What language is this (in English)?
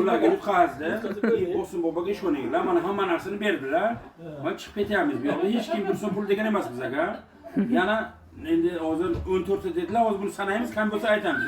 Uzbek